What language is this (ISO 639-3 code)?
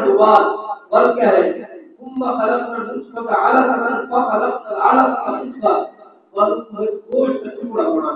skr